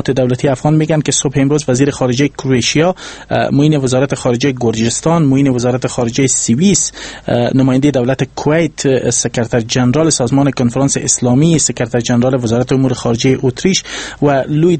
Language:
Persian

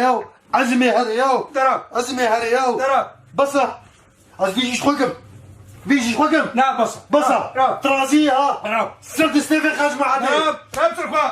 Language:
Kurdish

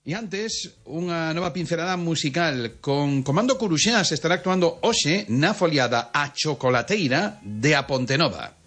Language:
Galician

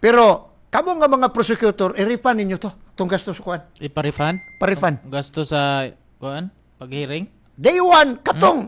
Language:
Cebuano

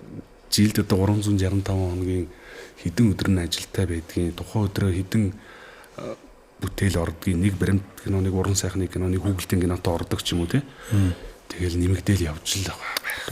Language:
Mongolian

